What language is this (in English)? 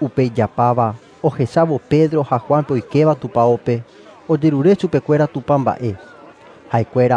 Guarani